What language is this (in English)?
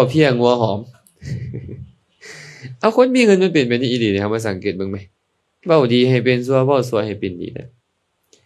Lao